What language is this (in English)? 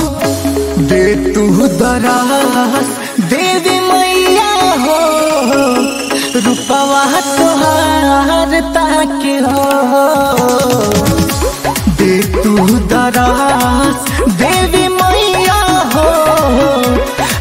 Bhojpuri